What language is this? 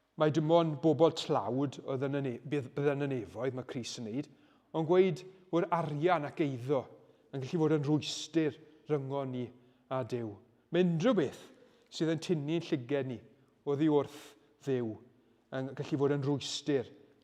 Welsh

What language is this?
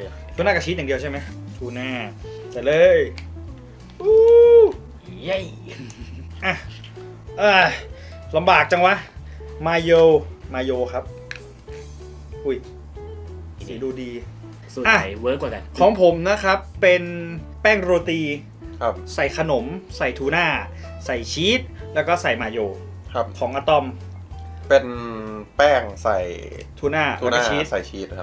Thai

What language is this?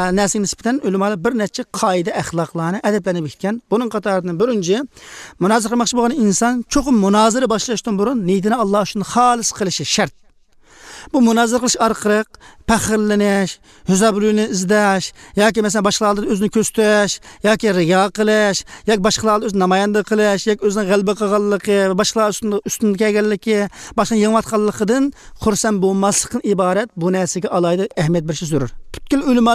Uyghur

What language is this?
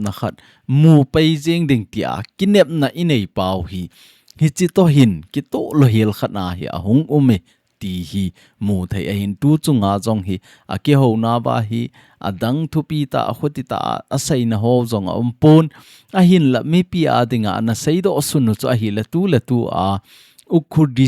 Thado Chin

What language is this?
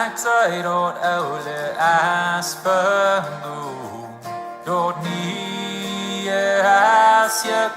Plautdietsch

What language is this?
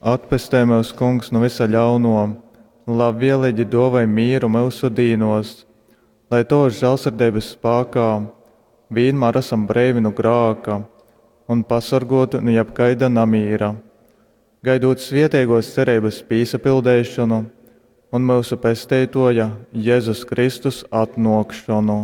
Latgalian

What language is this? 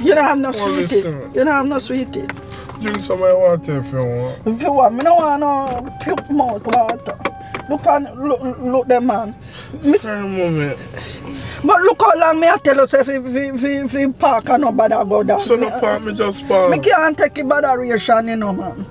Jamaican Creole English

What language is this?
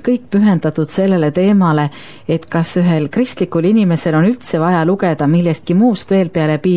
Estonian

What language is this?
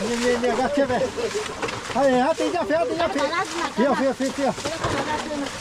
Lahu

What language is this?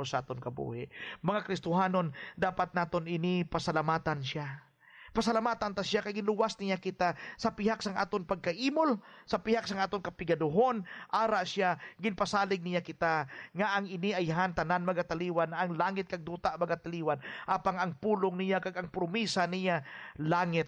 Hiligaynon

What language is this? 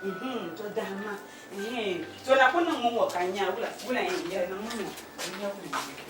Dagbani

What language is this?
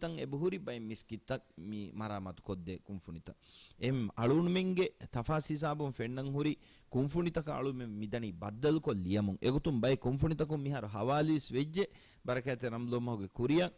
Divehi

